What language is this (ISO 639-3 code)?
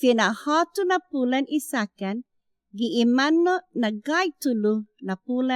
cha